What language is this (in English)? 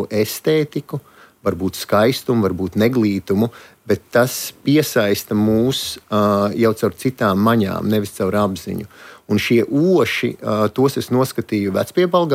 Latvian